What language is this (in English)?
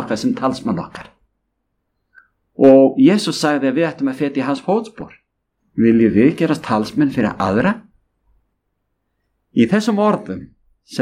Icelandic